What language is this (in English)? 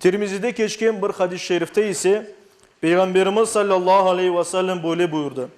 Crimean Tatar